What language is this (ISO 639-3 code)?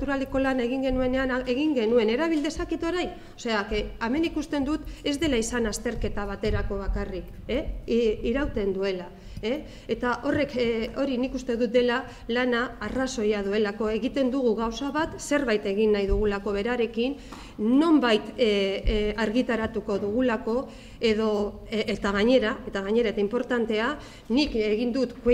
eus